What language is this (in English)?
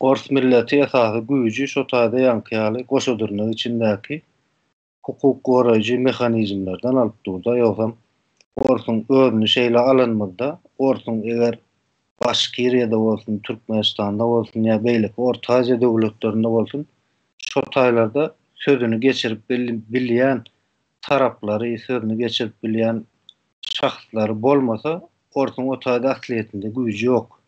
Turkmen